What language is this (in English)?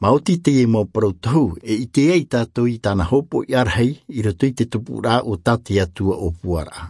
Tahitian